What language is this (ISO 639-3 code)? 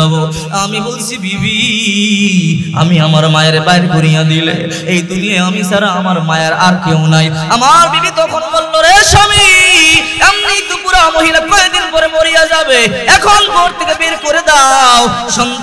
ben